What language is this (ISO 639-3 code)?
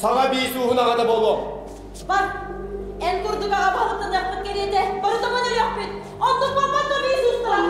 sah